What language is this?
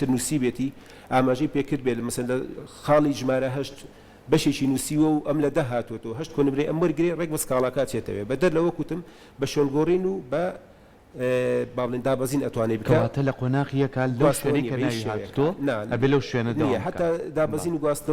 Central Kurdish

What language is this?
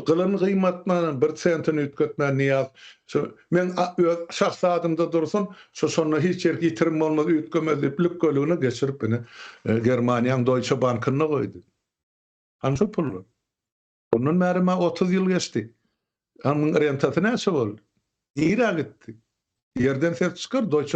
Turkmen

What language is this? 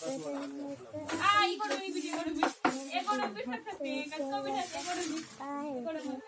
Chhattisgarhi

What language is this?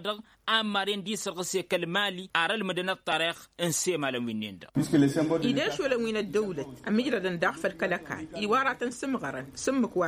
Tamasheq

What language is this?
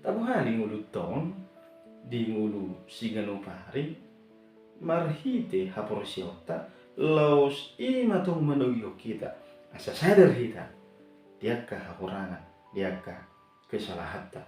Batak Toba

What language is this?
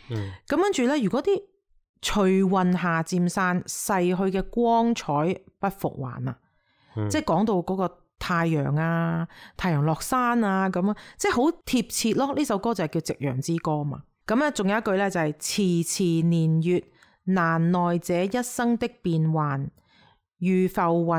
Cantonese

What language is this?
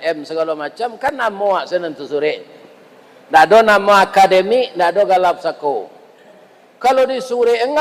Minangkabau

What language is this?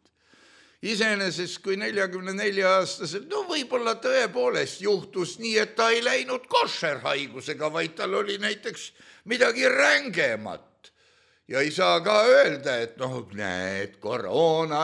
Estonian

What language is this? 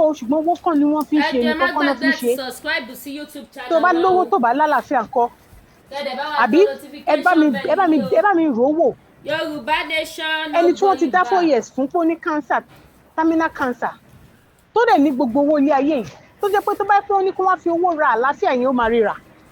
Yoruba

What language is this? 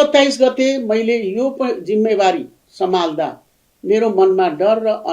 Nepali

